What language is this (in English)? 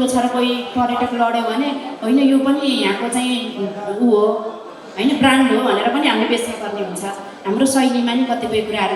Nepali